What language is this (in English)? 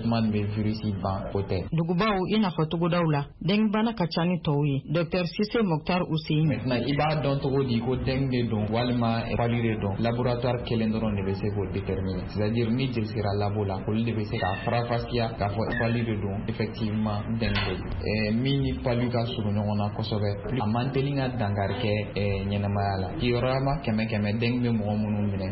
Bambara